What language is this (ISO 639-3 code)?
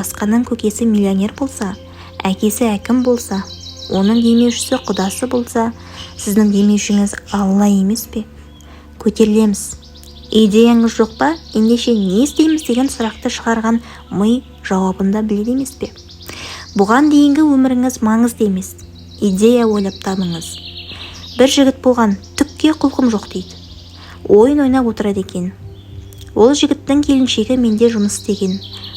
kaz